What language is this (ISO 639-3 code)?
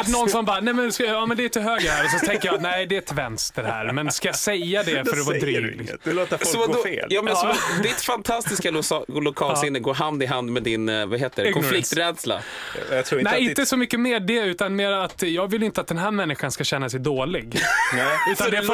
swe